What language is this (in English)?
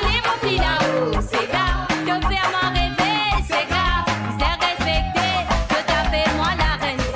Morisyen